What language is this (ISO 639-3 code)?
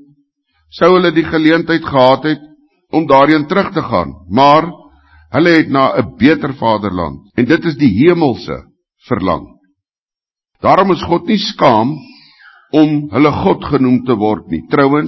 afr